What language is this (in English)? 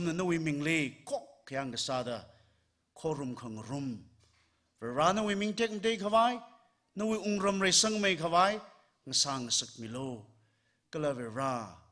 Tangkhul Naga (India)